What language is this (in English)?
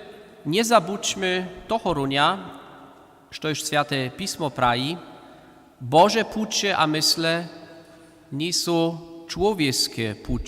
Upper Sorbian